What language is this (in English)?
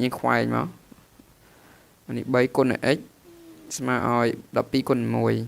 Khmer